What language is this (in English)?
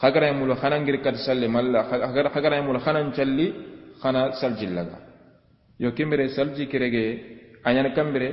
Soninke